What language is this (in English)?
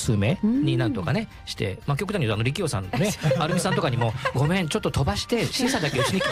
Japanese